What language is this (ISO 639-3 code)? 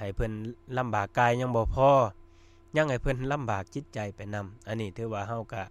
lao